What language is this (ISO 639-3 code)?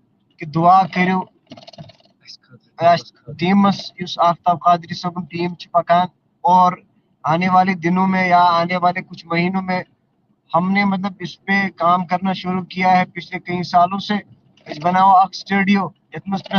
kas